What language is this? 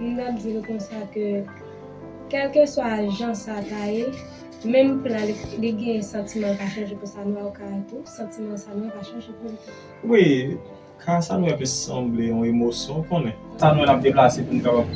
Haitian Creole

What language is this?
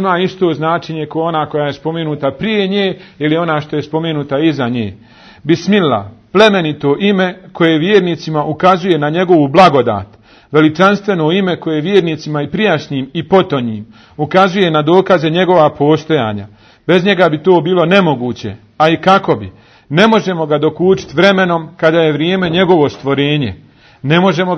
Bosnian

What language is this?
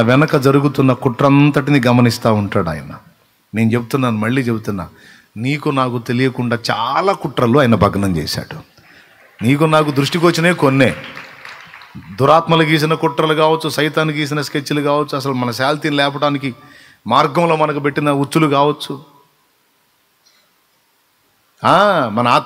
Telugu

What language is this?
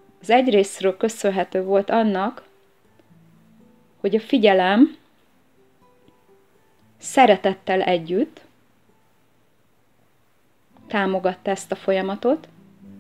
Hungarian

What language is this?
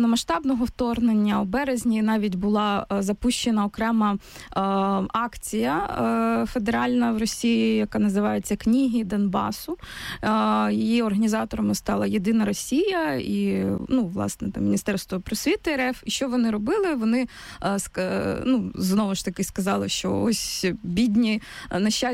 Ukrainian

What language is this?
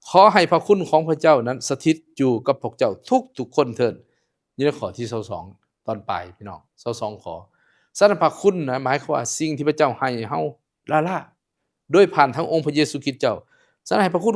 Lao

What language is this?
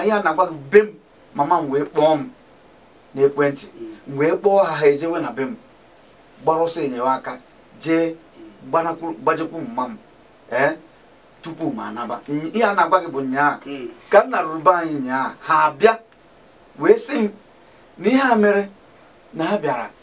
Igbo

